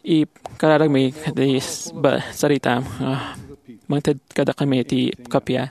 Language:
Iloko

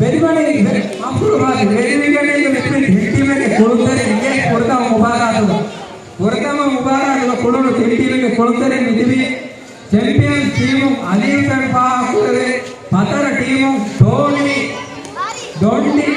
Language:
Divehi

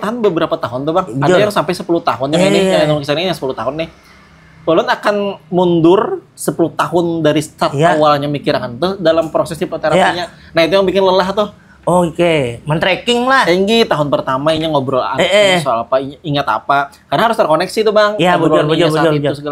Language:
Banjar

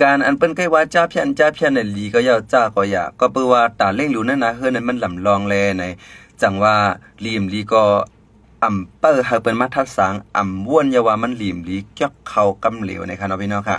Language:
Shan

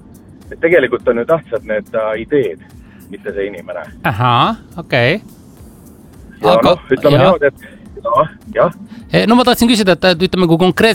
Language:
Estonian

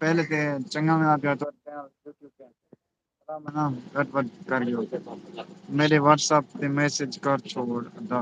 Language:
Saraiki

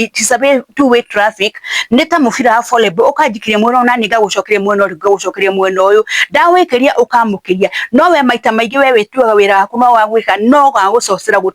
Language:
Kikuyu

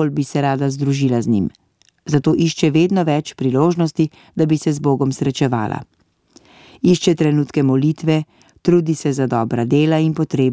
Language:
Slovenian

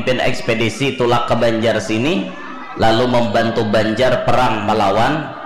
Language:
Banjar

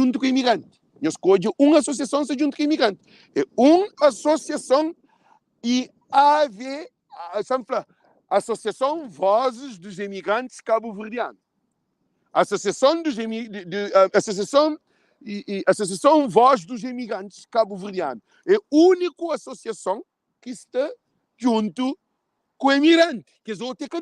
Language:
Kabuverdianu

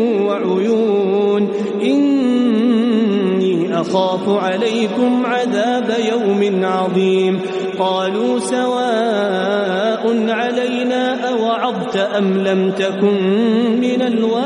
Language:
Arabic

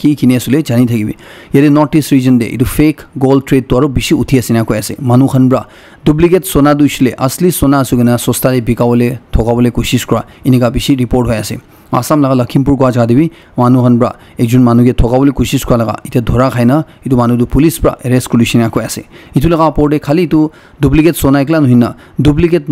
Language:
Naga Pidgin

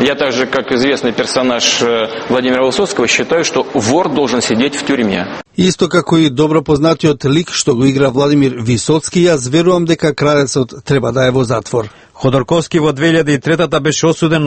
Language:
Macedonian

